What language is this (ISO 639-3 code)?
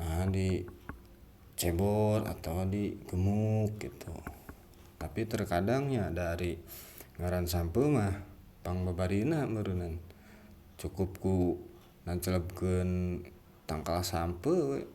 sun